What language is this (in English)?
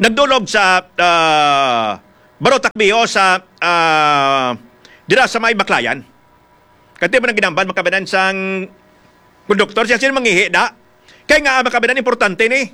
Hiligaynon